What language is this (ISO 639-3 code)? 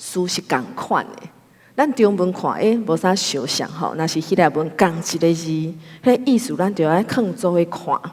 nan